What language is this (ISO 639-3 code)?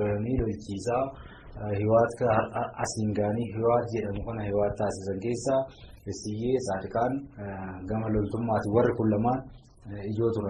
orm